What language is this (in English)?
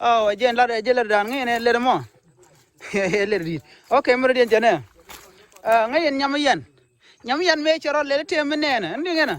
Nuer